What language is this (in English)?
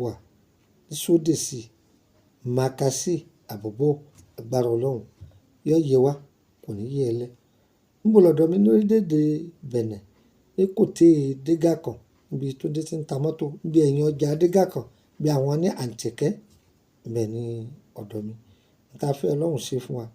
Yoruba